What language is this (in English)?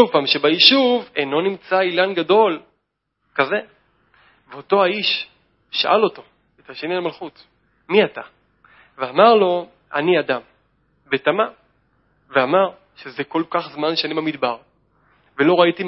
Hebrew